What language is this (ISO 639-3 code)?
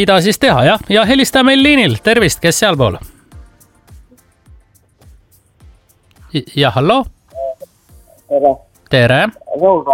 est